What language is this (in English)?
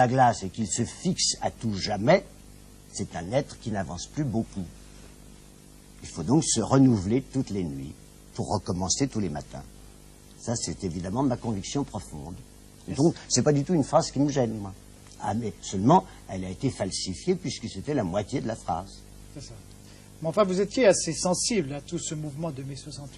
French